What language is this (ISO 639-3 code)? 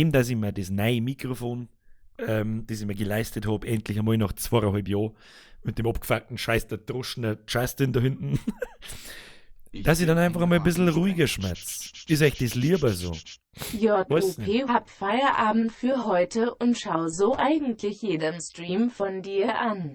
bar